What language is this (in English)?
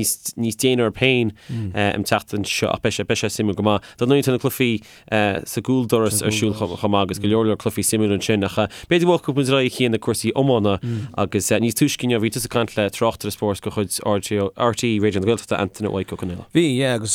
Irish